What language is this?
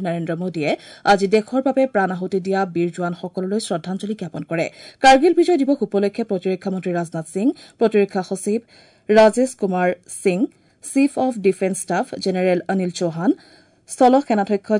Assamese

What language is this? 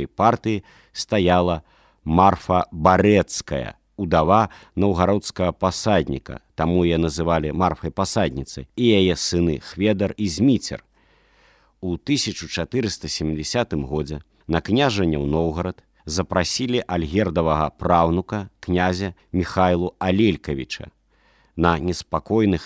Belarusian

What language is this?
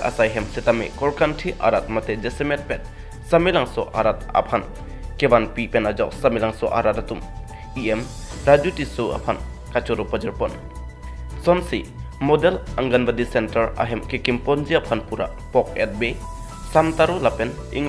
Karbi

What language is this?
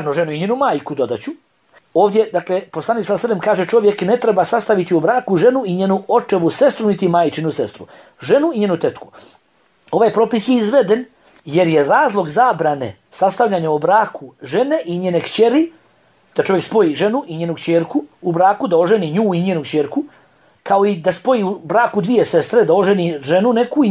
Bosnian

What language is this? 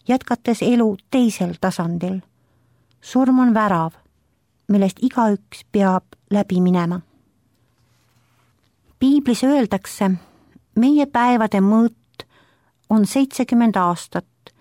Estonian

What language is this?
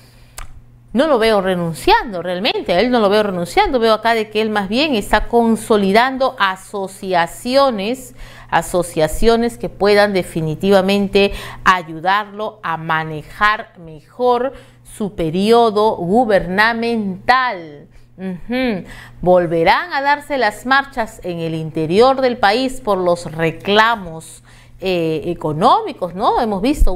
Spanish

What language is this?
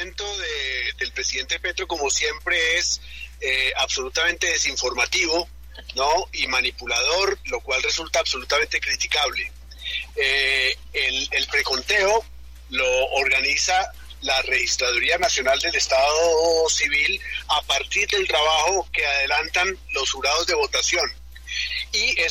Spanish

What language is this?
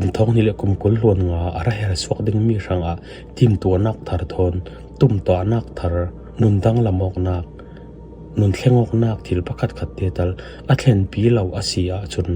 Falam Chin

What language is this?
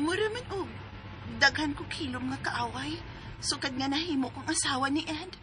Cebuano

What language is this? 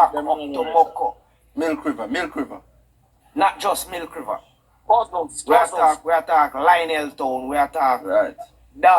Jamaican Creole English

